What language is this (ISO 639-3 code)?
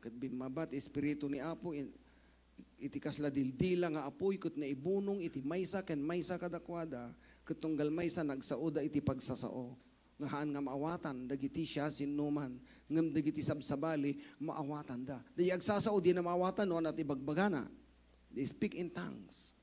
ilo